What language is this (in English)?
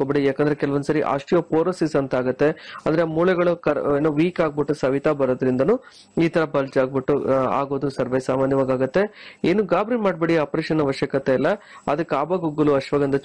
Kannada